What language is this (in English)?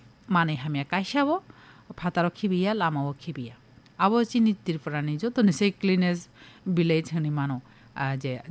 Kok Borok